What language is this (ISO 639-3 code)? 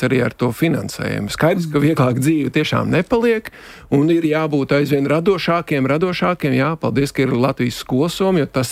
lav